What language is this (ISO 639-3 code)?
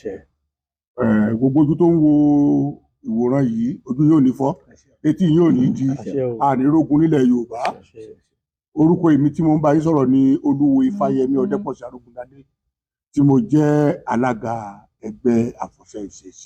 yor